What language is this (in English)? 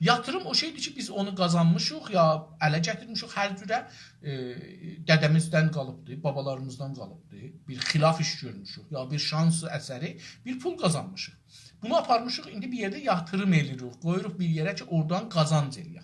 South Azerbaijani